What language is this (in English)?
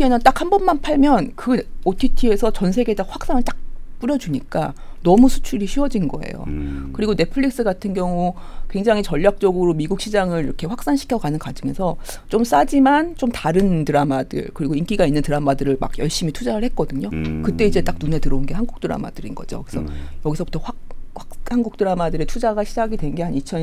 Korean